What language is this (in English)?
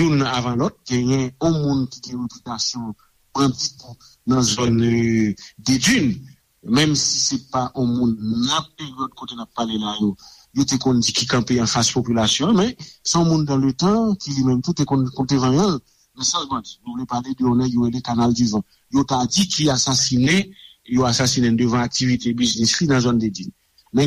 Haitian Creole